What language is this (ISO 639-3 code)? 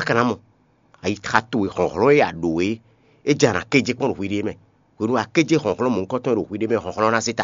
fon